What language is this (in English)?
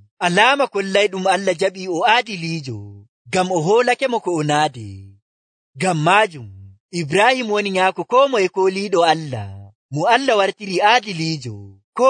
Nigerian Fulfulde